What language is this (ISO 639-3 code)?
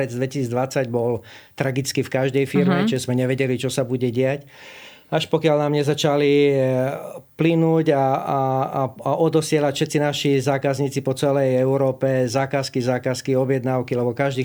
slk